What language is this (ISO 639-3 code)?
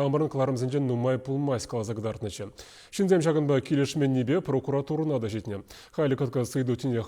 chv